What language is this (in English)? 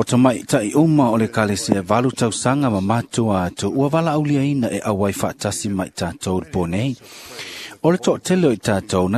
Samoan